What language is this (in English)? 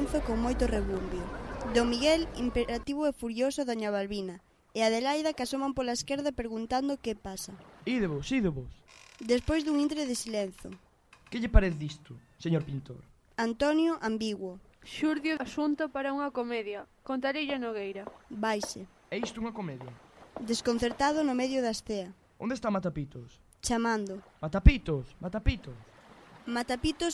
Galician